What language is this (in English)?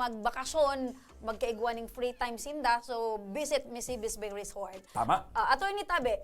Bikol